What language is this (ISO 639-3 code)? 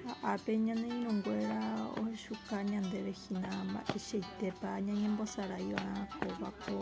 grn